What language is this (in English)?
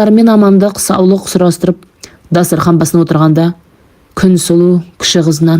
Kazakh